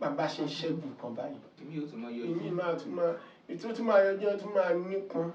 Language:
Yoruba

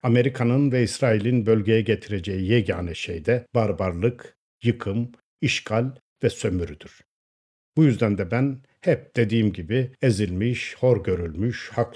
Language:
Turkish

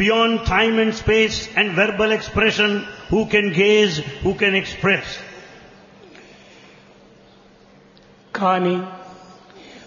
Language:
Telugu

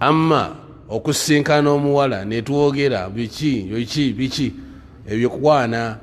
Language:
Ganda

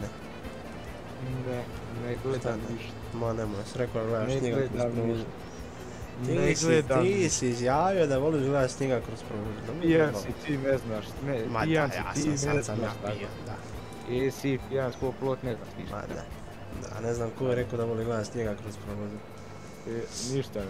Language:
Croatian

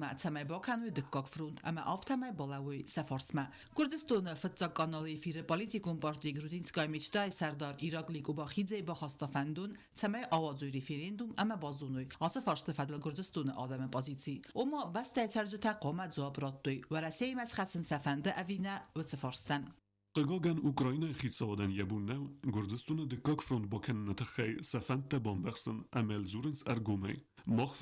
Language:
Ossetic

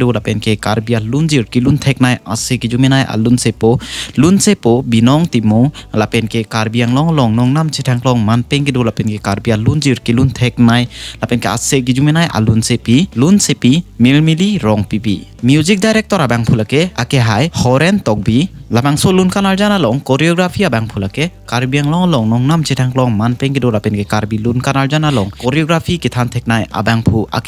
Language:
Karbi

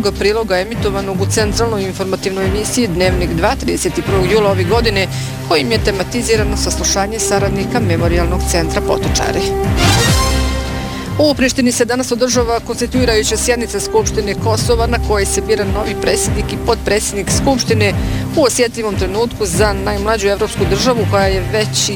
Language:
Bosnian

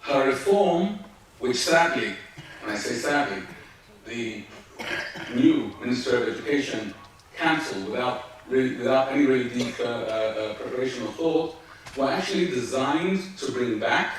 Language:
Ladino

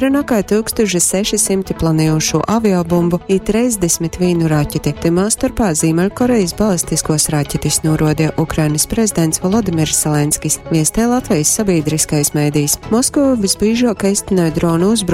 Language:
Latgalian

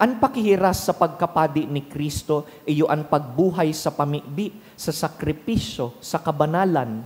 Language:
Bikol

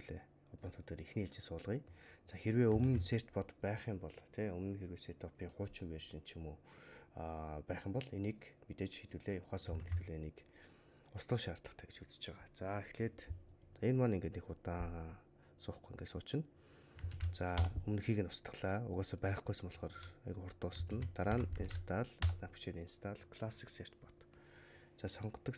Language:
Mongolian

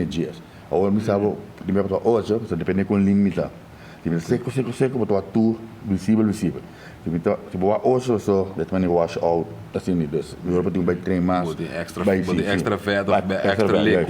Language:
Papiamento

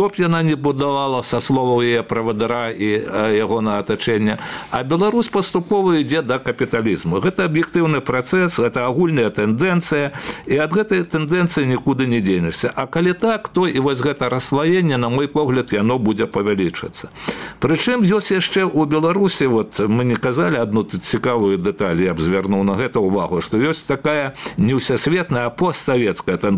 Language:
Belarusian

